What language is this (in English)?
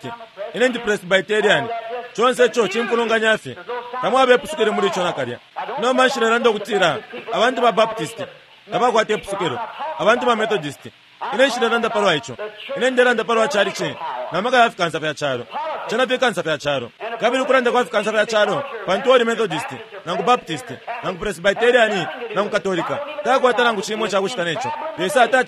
Bemba